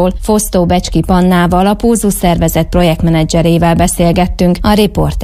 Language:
Hungarian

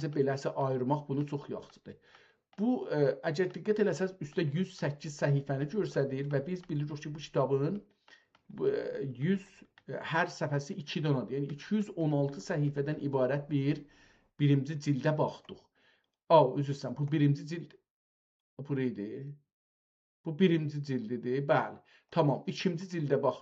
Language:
South Azerbaijani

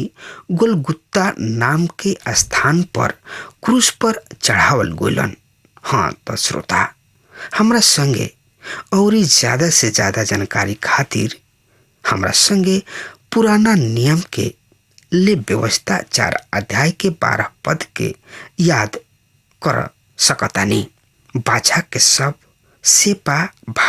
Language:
Bhojpuri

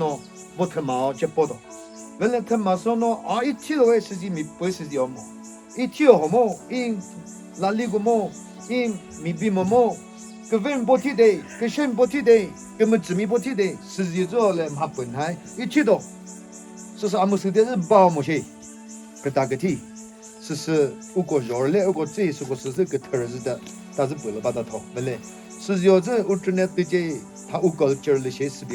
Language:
Chokri Naga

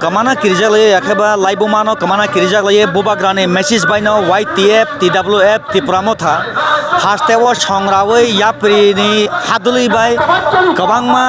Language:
Kok Borok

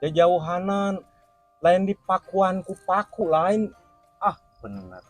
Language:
Sundanese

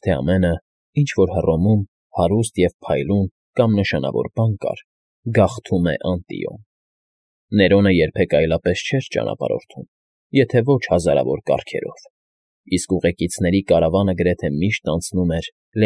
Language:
Armenian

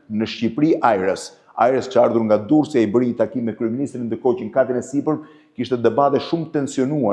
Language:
Albanian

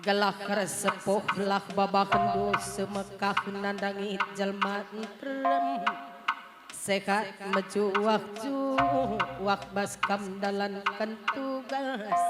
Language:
Batak Karo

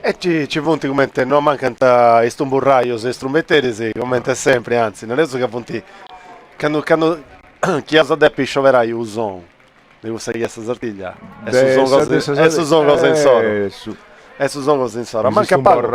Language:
Sardinian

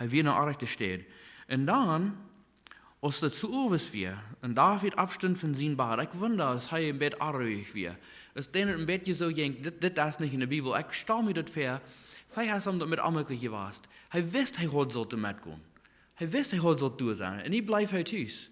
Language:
Plautdietsch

